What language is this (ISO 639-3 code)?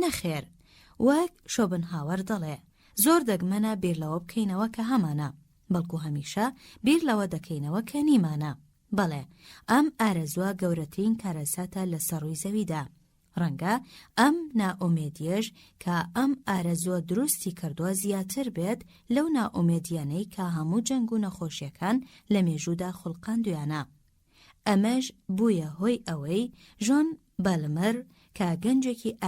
ckb